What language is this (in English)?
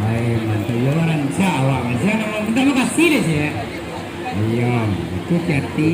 Minangkabau